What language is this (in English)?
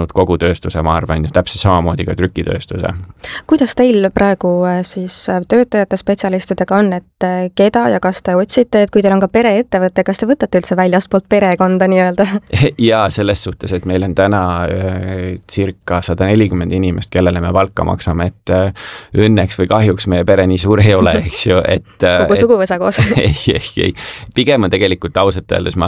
Estonian